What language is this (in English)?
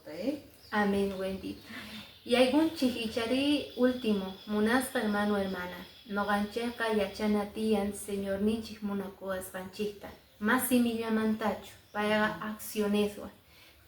Quechua